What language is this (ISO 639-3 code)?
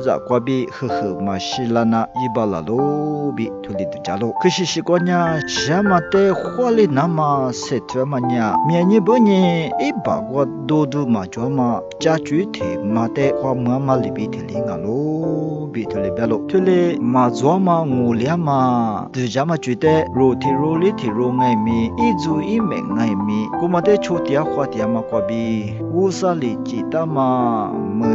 lis